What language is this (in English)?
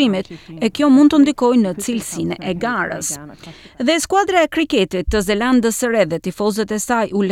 Albanian